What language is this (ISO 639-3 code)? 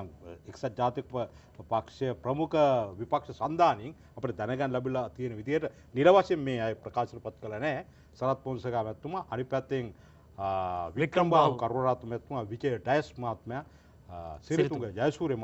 sin